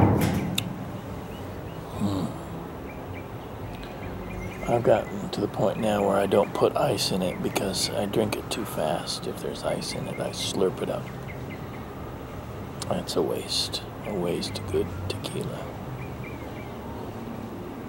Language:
English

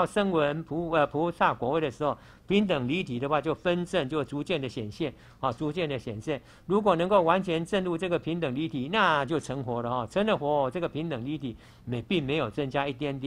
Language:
Chinese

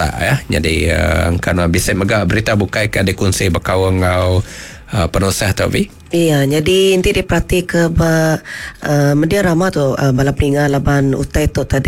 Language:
Iban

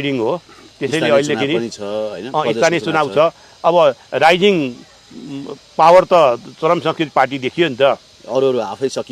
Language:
Nepali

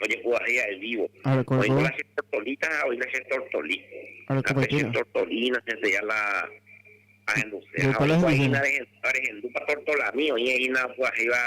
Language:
Guarani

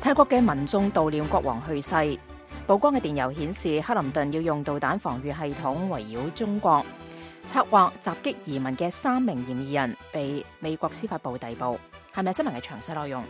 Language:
Cantonese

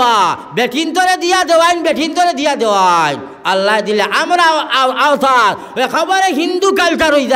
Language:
Sylheti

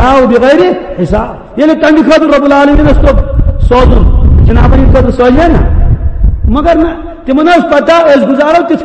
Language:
Kashmiri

